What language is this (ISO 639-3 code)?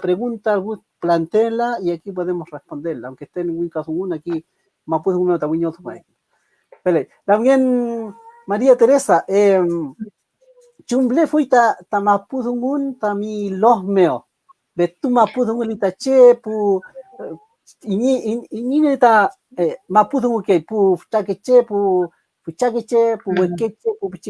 arn